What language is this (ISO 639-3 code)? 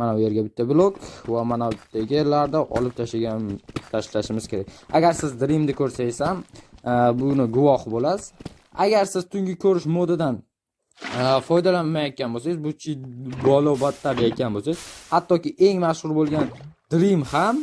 uzb